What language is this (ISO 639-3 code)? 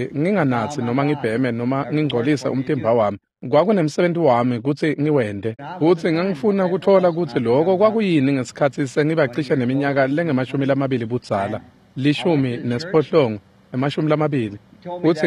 ssw